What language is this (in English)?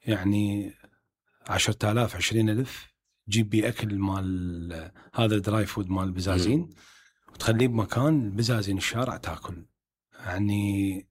Mesopotamian Arabic